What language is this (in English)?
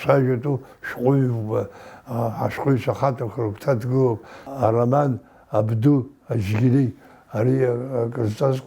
Abkhazian